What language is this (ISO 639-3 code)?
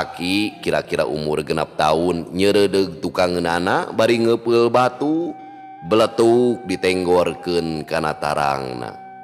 sun